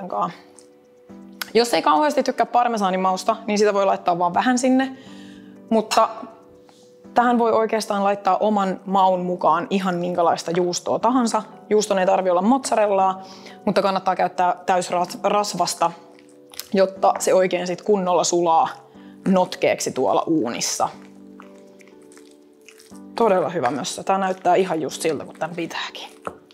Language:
Finnish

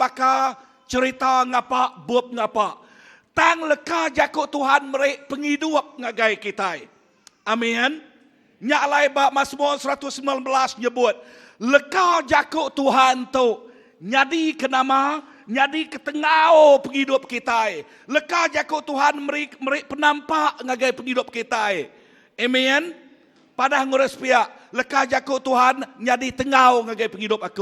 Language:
Iban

